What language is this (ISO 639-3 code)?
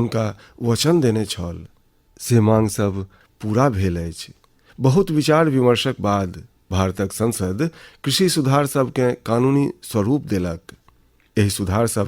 mai